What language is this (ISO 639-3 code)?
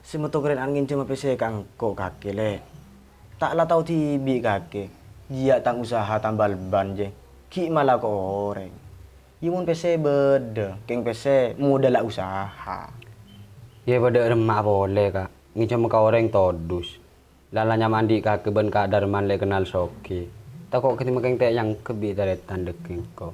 mad